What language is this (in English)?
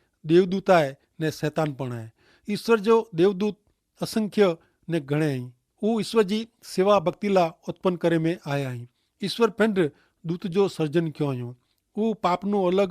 Kachhi